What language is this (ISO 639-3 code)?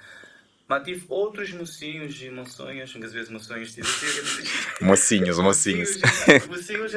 kea